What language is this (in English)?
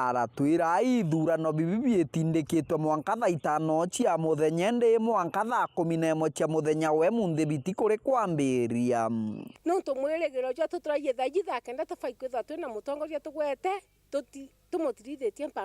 Meru